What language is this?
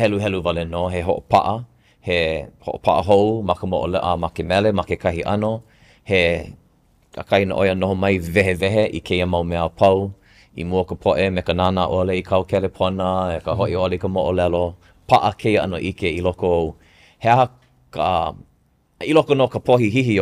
Hawaiian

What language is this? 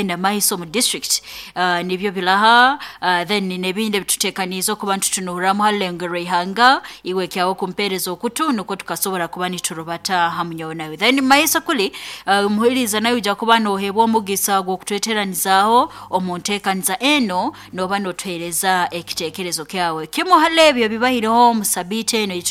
Nyoro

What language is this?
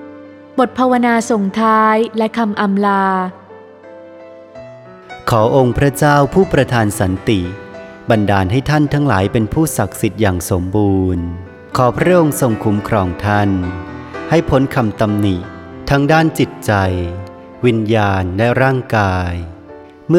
Thai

